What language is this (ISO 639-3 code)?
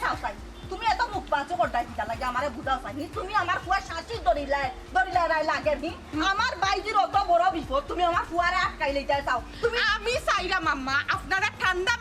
syl